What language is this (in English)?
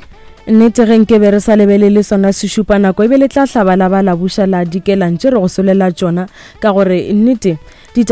Northern Sotho